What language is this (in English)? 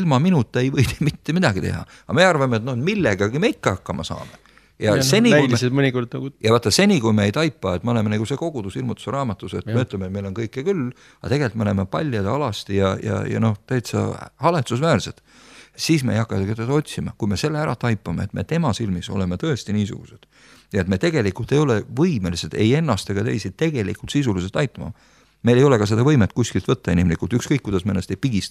Estonian